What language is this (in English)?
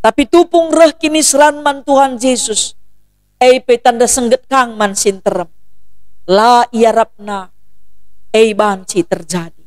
Batak Karo